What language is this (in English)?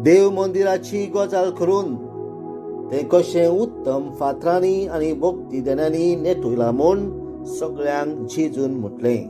Konkani